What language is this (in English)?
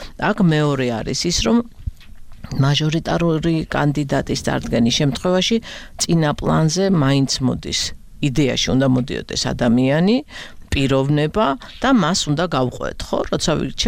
Georgian